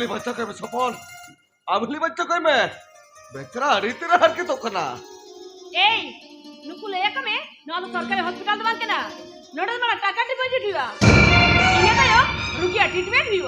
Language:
Santali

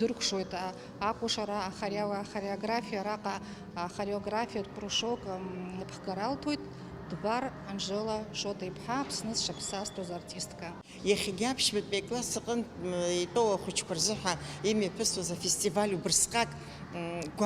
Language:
Abkhazian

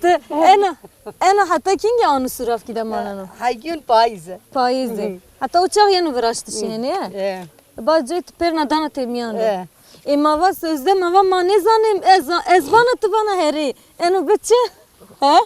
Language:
Zaza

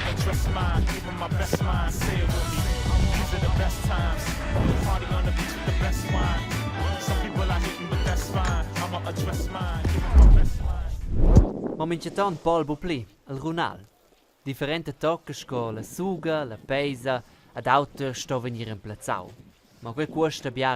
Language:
Romansh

